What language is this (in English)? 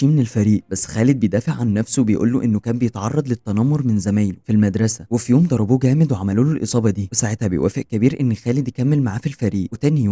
Egyptian Arabic